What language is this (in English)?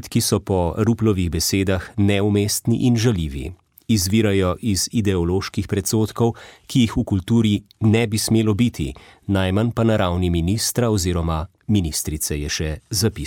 Slovenian